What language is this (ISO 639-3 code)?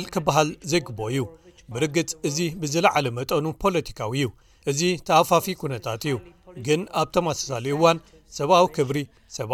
tir